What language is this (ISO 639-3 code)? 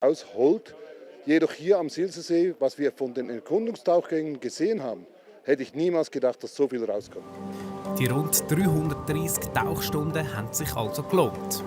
gsw